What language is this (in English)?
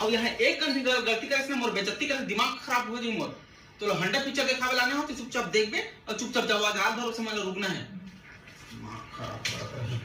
Chhattisgarhi